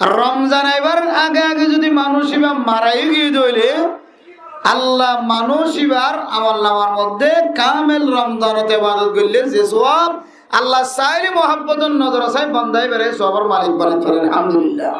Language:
Rohingya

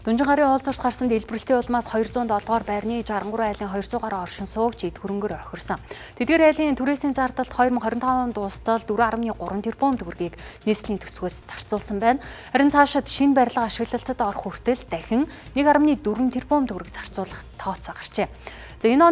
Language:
Mongolian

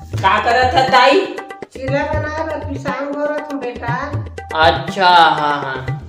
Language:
Chhattisgarhi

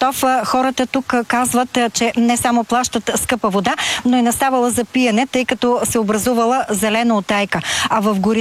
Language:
Bulgarian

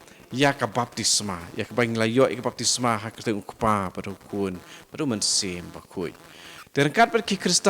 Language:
Khasi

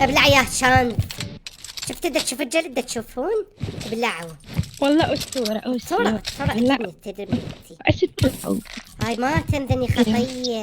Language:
Mesopotamian Arabic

